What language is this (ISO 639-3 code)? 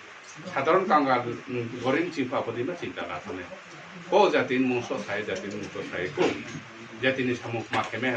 ria